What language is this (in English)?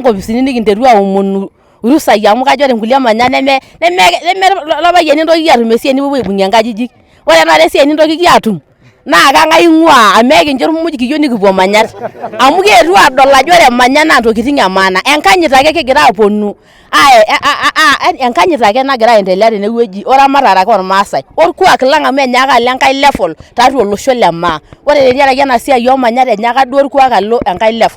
Masai